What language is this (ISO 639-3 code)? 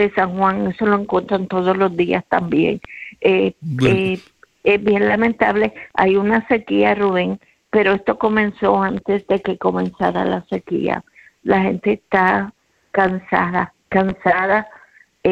spa